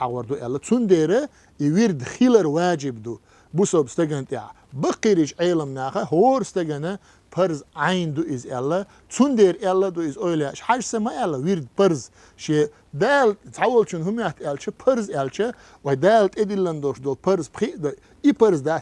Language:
Chechen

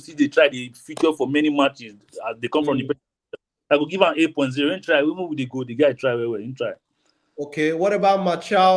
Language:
Nigerian Pidgin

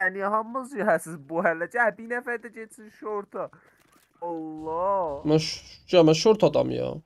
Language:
South Azerbaijani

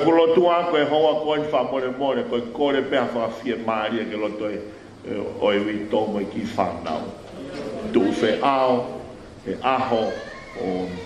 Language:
Tongan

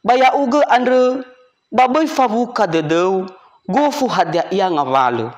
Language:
Nias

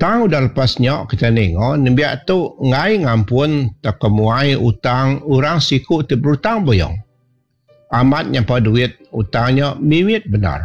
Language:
Iban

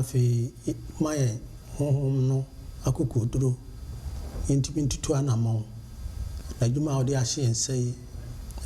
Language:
Akan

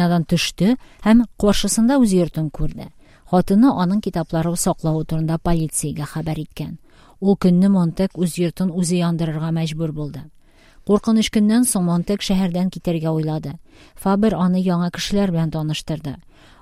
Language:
Tatar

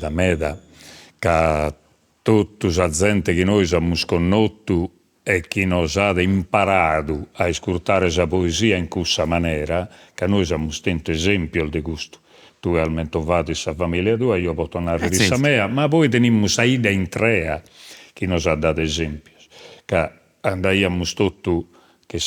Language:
Sardinian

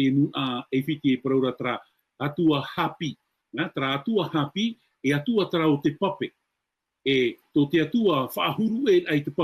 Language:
Tahitian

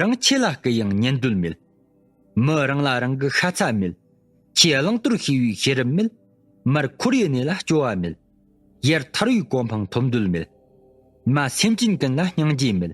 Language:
Tibetan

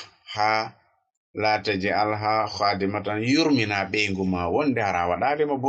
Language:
Fula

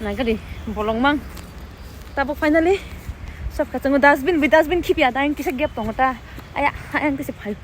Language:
Kok Borok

